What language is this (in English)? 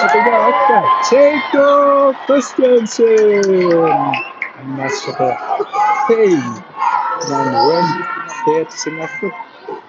Kalaallisut